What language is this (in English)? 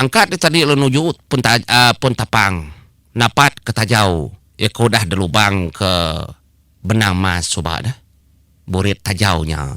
Iban